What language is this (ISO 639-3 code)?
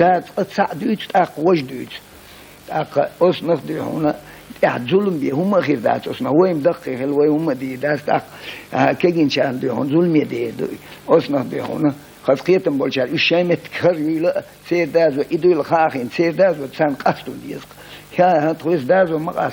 che